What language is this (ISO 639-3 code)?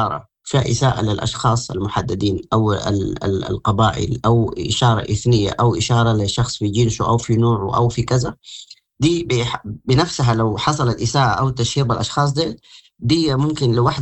apd